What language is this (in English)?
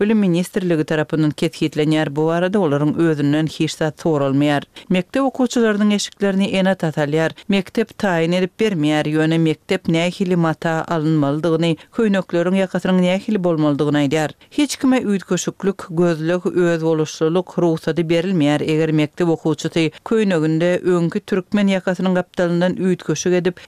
Turkmen